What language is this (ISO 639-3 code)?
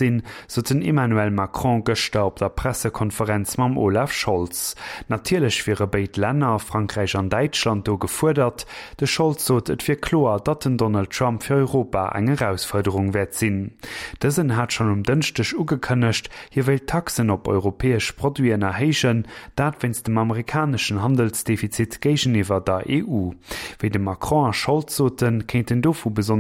ltz